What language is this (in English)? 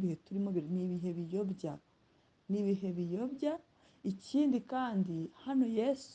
Kinyarwanda